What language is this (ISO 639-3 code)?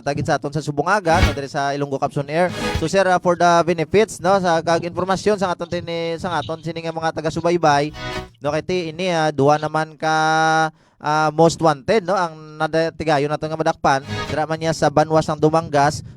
hil